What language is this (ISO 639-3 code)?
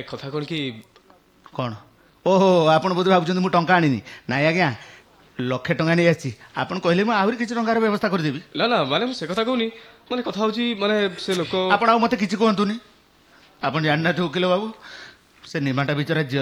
ori